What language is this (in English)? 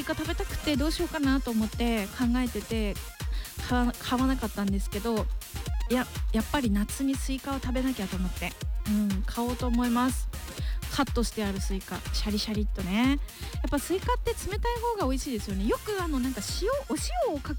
Japanese